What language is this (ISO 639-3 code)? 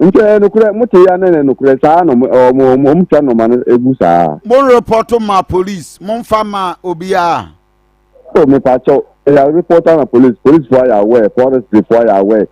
aka